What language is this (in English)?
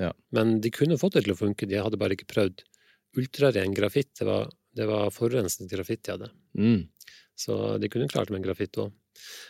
Norwegian